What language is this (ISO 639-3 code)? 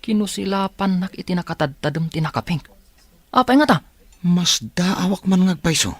ilo